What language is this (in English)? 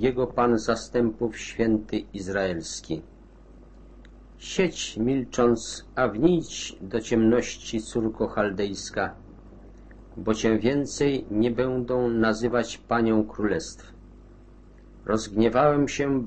Polish